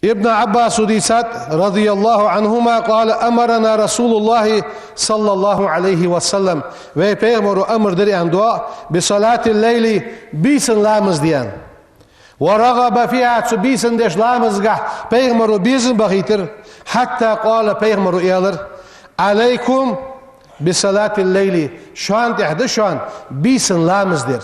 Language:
Ingush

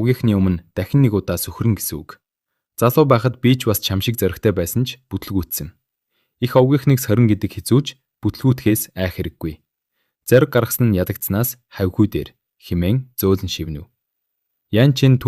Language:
Mongolian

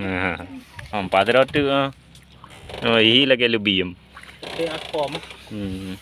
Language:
Achinese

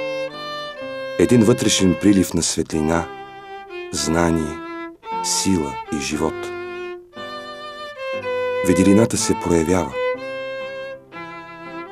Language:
Bulgarian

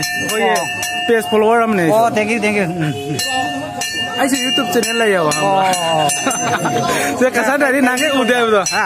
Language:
Manipuri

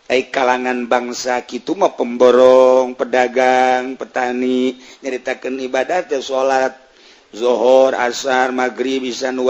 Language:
Sundanese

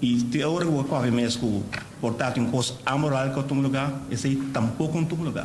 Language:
Papiamento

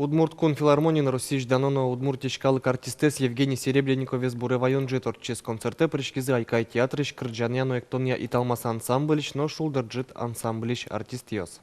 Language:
Udmurt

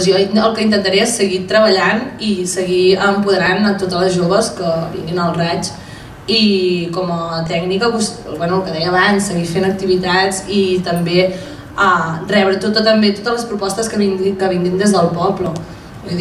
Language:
Catalan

